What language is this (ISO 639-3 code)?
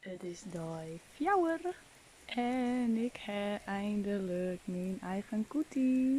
fry